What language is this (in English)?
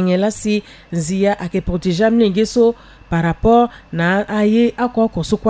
Sango